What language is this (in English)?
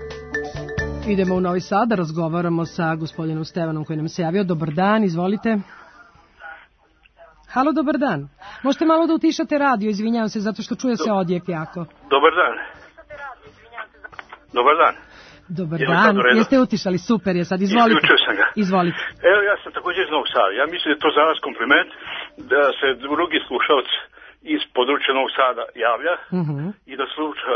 Serbian